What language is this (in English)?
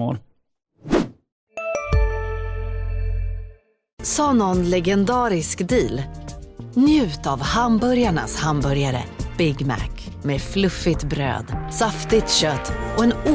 Swedish